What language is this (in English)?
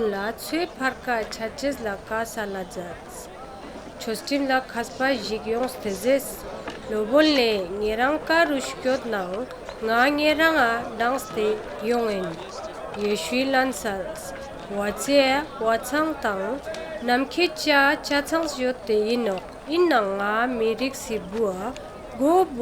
Ladakhi